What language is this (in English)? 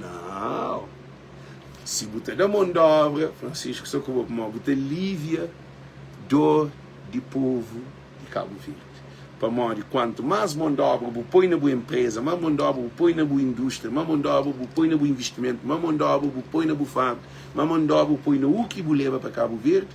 Kabuverdianu